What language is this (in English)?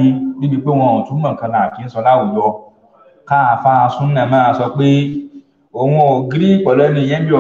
Yoruba